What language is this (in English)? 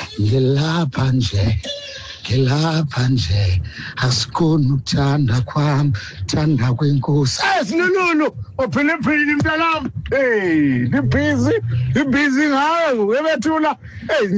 Xhosa